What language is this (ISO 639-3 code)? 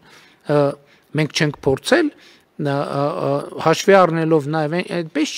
hye